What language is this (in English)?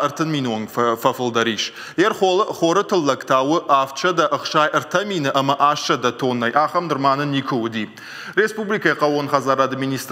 Ossetic